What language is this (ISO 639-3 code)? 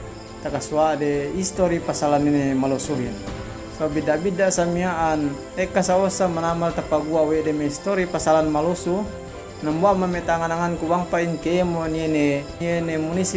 yka